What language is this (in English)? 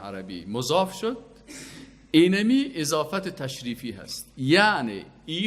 Persian